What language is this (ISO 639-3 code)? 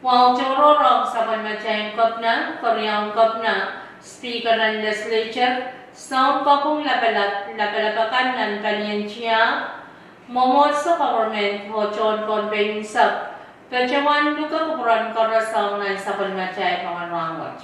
pon